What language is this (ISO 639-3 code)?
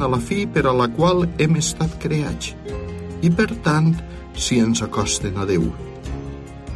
cat